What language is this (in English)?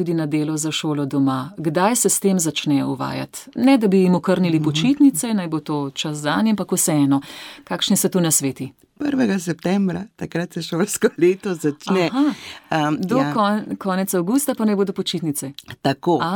Slovenian